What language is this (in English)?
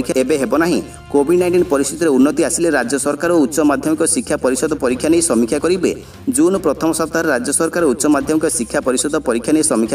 Odia